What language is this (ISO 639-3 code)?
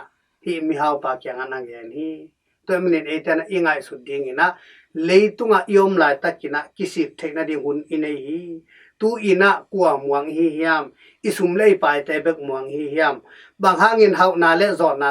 ctd